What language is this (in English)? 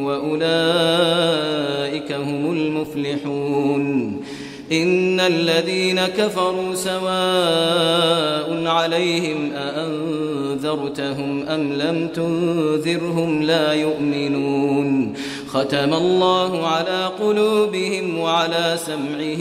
Arabic